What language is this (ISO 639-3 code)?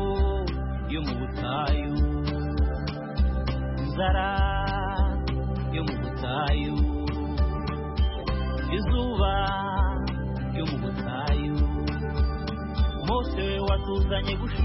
kin